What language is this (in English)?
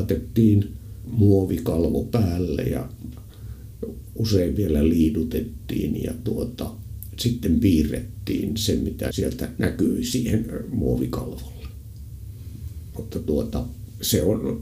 Finnish